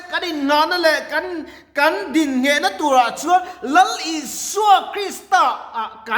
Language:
Mizo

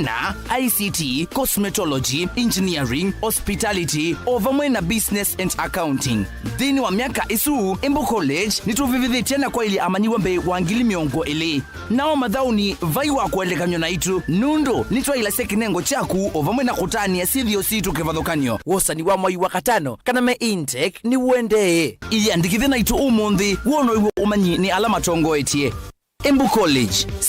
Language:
Kamba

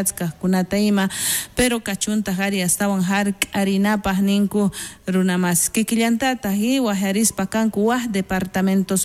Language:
South Bolivian Quechua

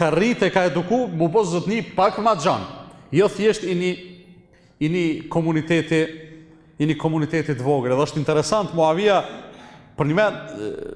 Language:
Albanian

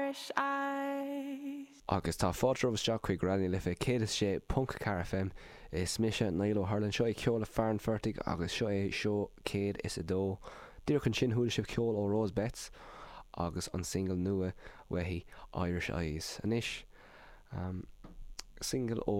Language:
Irish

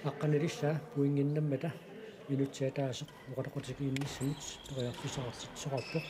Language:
Kalaallisut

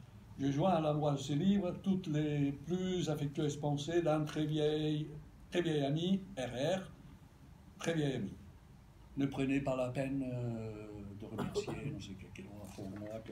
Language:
Catalan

